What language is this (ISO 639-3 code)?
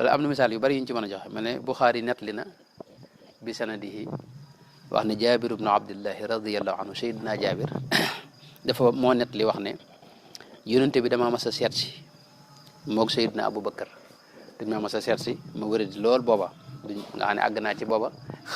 wol